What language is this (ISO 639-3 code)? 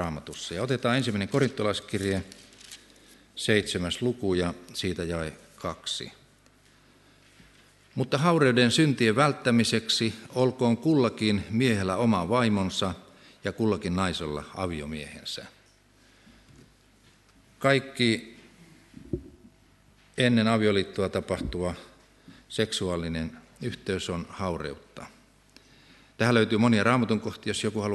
fin